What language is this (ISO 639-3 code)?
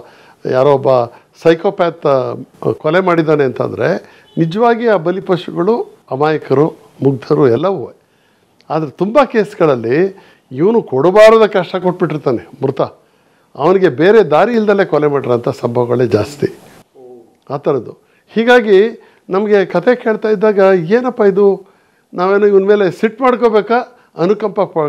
kan